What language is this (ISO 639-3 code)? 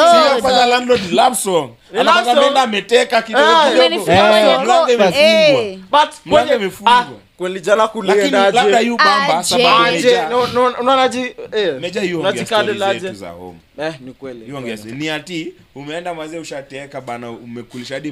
swa